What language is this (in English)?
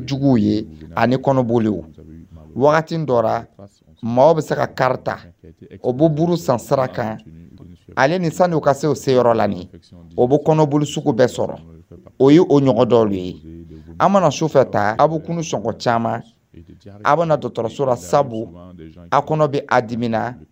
Dyula